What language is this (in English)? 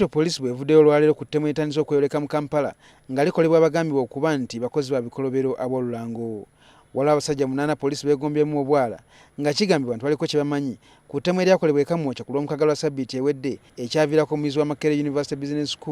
Ganda